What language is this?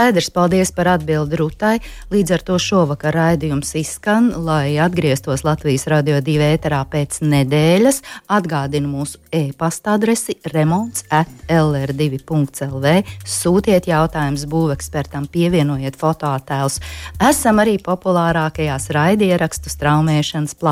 Latvian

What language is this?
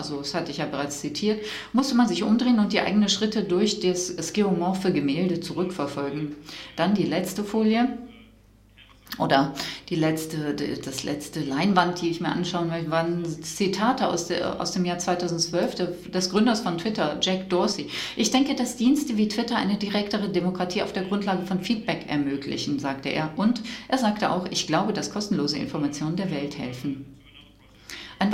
German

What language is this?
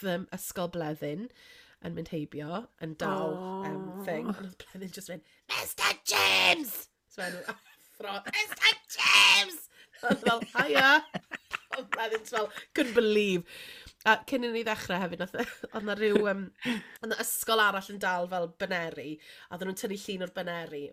Welsh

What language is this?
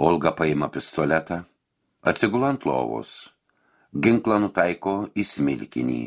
Lithuanian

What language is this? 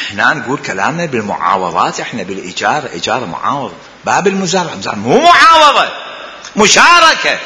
Mesopotamian Arabic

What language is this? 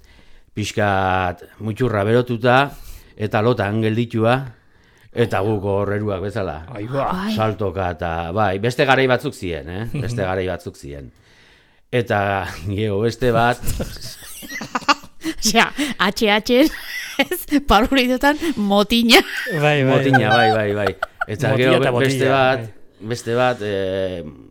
Basque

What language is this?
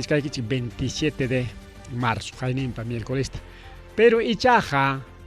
Ayacucho Quechua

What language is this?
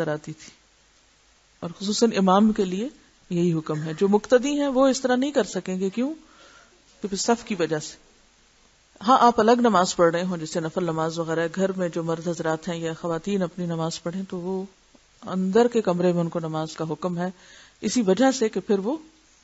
Urdu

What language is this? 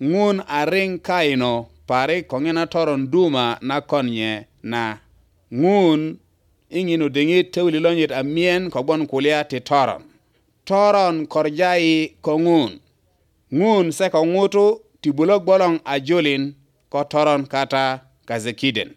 Teso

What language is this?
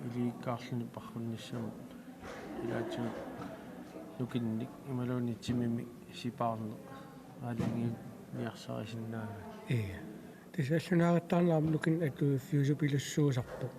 Kalaallisut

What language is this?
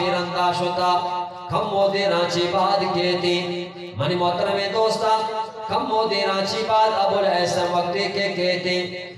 Eastern Balochi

